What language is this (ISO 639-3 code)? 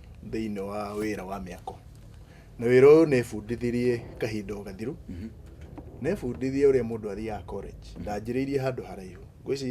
kik